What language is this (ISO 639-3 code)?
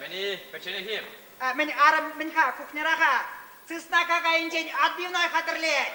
chv